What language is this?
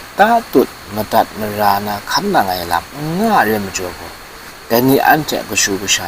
Kachin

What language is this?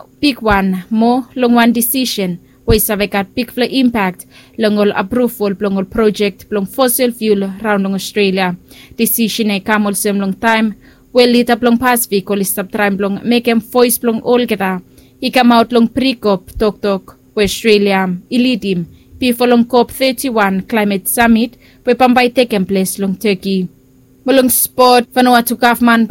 Bislama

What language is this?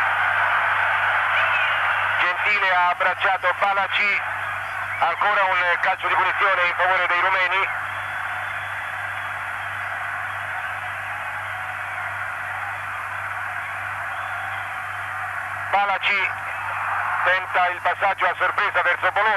Italian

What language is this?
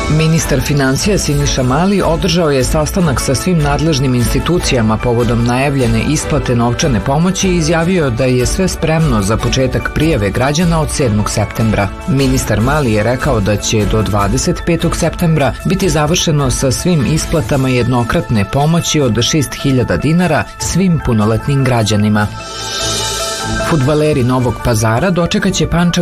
Serbian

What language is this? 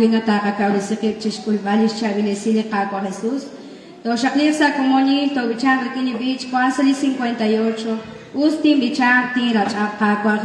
Kekchí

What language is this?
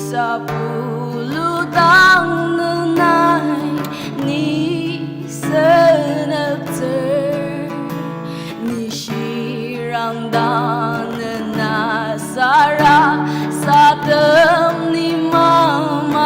Ao Naga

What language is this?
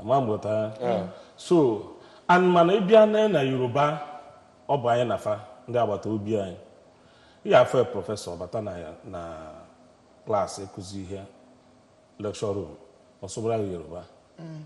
Igbo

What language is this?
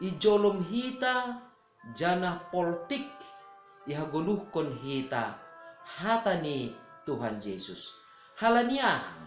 Batak Simalungun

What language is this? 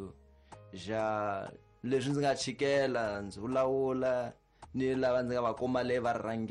Tsonga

